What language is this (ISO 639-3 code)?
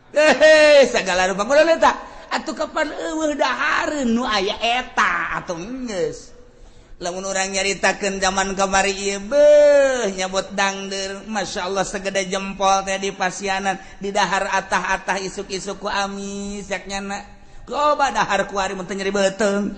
sun